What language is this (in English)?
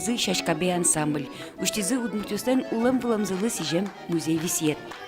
Udmurt